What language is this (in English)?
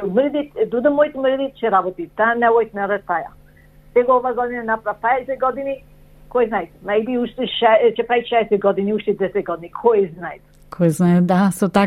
Macedonian